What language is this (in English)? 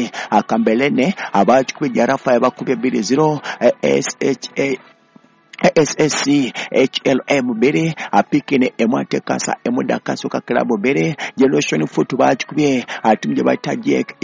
Ganda